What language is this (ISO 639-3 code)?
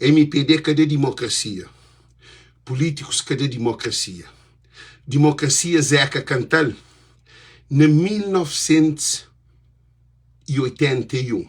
kea